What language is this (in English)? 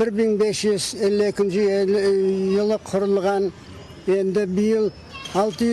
Crimean Tatar